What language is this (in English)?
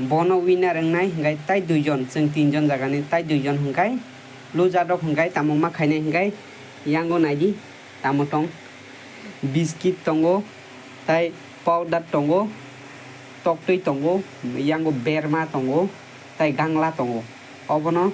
Kok Borok